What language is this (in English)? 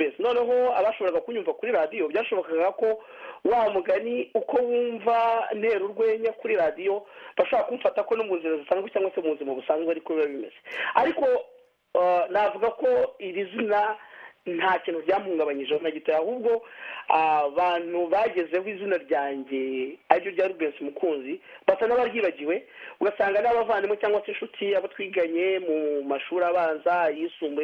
Kinyarwanda